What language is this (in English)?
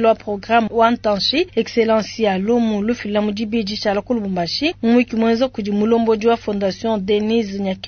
Luba-Lulua